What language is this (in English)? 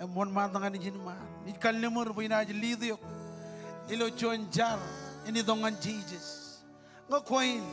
Marshallese